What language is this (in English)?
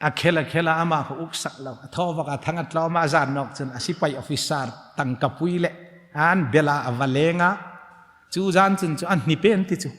Hmar